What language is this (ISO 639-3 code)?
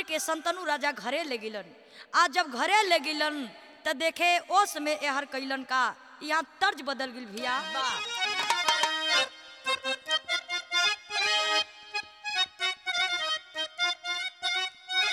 bho